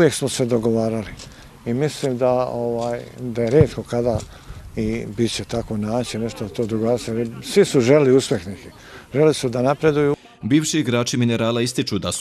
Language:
Bosnian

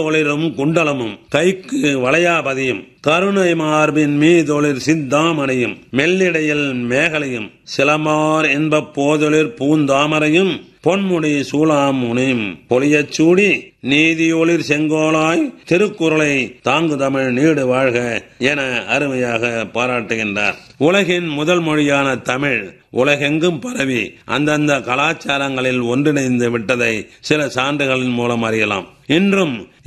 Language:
Tamil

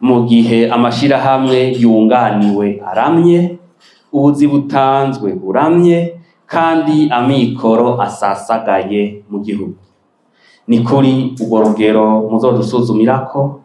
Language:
Rundi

